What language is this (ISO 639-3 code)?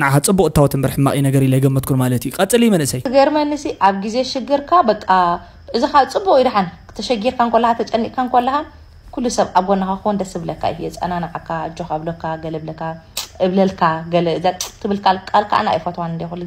tir